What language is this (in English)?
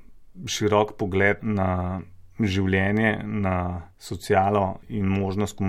Slovenian